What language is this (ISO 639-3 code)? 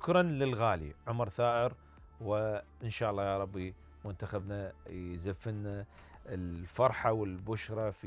acm